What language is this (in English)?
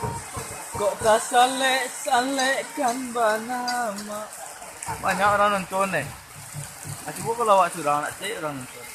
Minangkabau